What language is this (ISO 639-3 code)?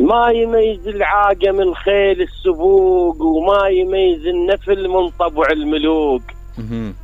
acm